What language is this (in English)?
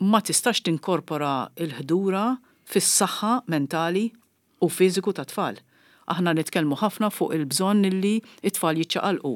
Maltese